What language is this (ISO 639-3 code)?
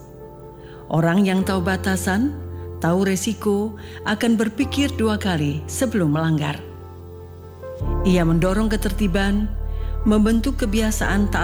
ind